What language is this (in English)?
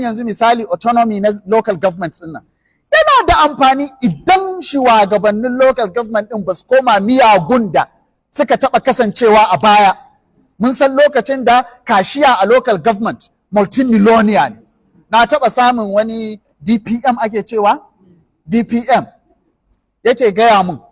Hausa